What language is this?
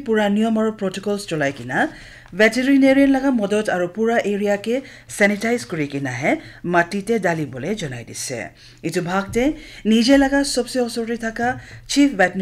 Naga Pidgin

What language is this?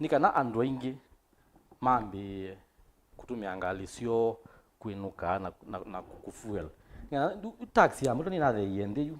Kamba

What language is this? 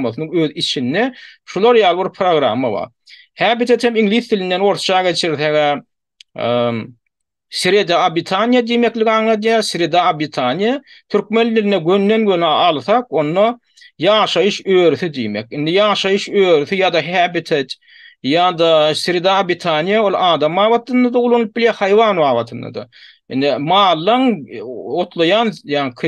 Turkmen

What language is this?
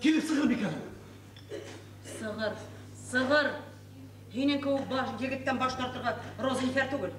Bashkir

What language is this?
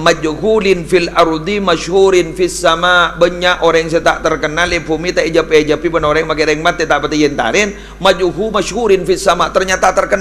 Madurese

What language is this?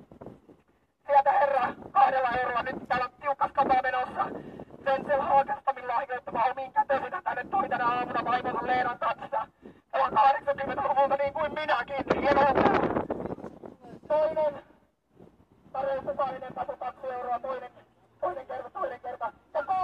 Finnish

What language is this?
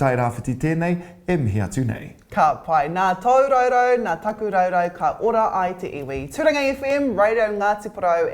Māori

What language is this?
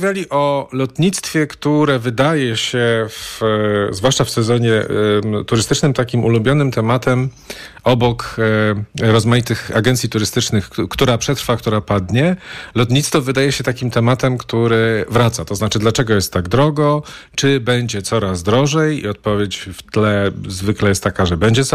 Polish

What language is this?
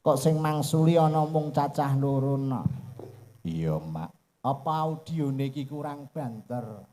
Javanese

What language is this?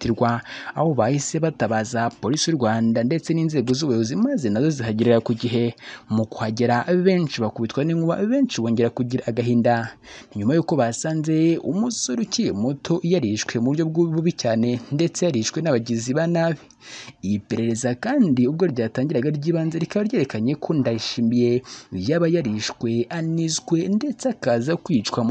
Kinyarwanda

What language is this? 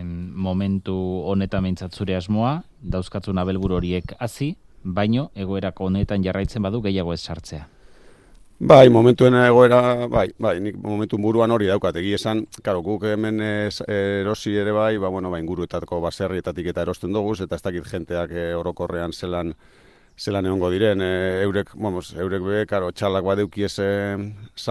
Basque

